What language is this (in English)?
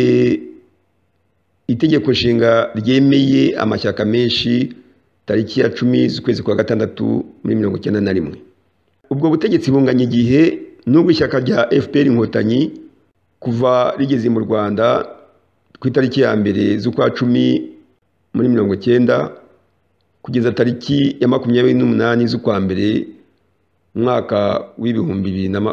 Kinyarwanda